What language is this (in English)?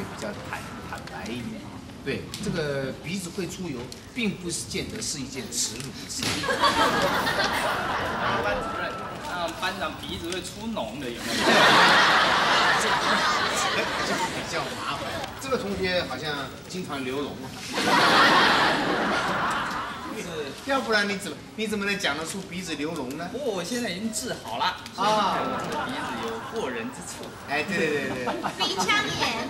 Chinese